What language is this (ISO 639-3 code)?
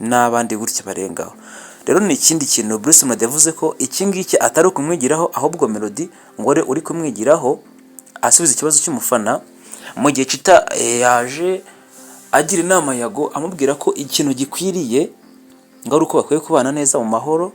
kin